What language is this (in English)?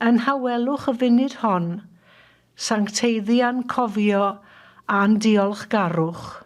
Welsh